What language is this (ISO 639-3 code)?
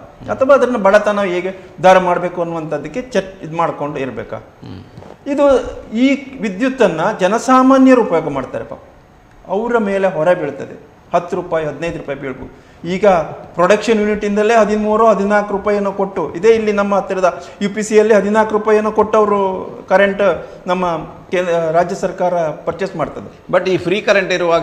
kan